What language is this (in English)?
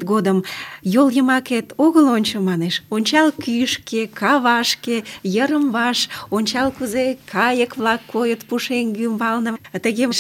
Mari